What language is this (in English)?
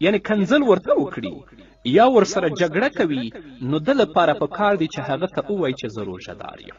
Pashto